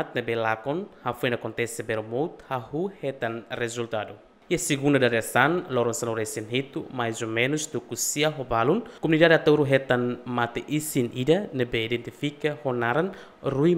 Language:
Tetum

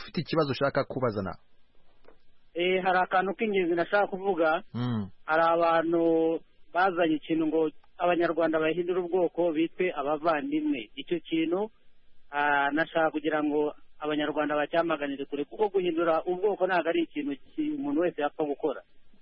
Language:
Kinyarwanda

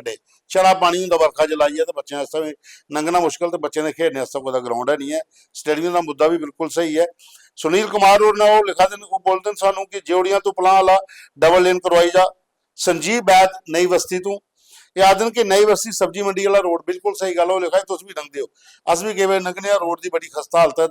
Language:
Dogri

